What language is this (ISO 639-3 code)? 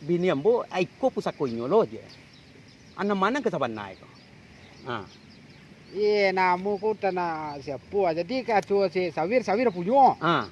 min